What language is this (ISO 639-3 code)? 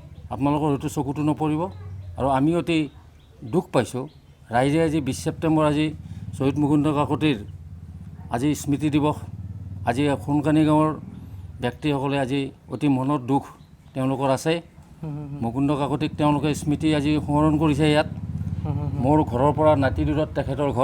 asm